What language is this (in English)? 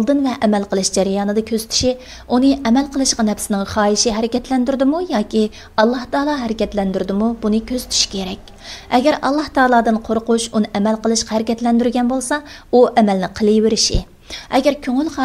Uyghur